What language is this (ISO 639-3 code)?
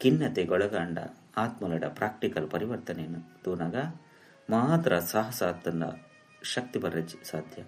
tcy